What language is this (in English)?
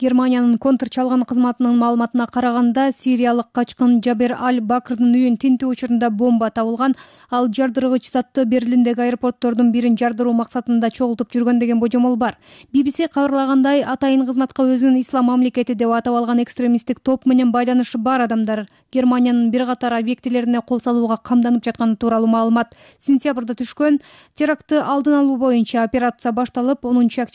Kyrgyz